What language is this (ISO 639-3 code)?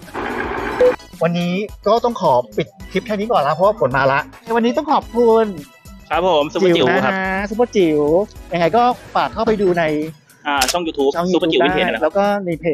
tha